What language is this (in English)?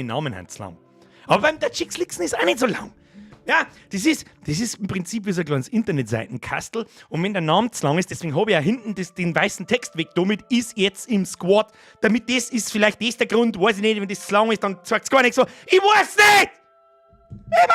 Bavarian